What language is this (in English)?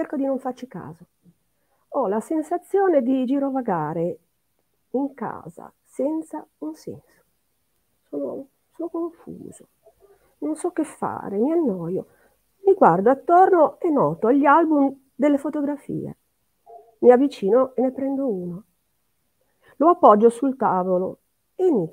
Italian